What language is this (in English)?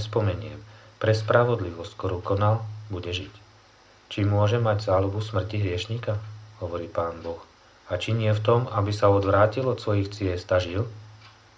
Slovak